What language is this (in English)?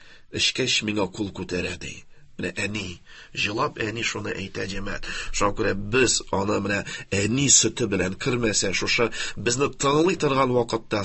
Tatar